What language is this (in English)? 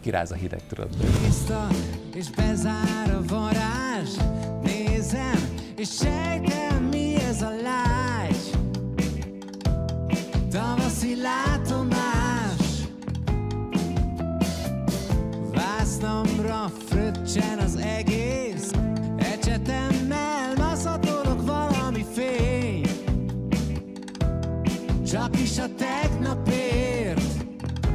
Hungarian